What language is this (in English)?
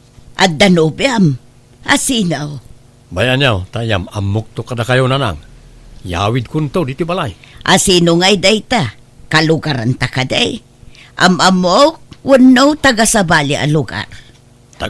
Iloko